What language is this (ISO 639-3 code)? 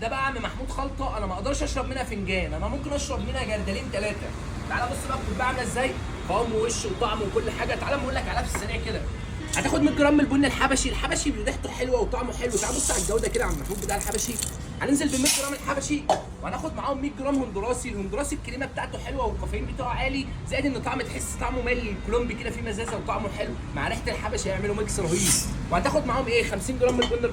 arz